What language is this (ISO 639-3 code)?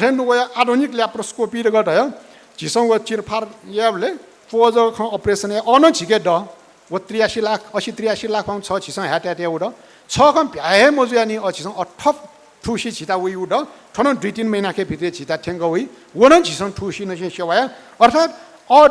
new